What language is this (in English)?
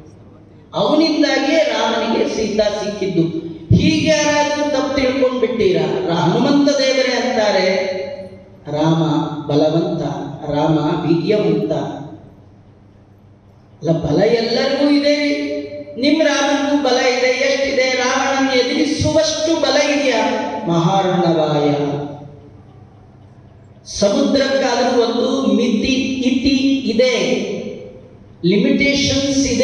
Kannada